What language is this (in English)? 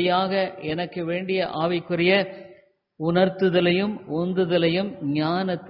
Tamil